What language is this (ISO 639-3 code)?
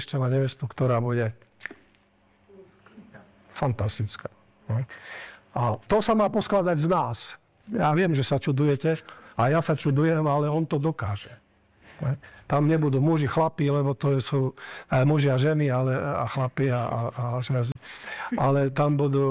slk